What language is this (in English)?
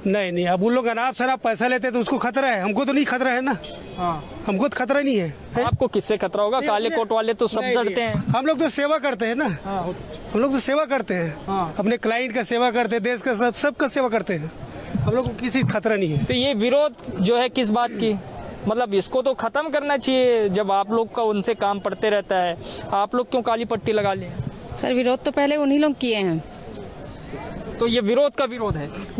Hindi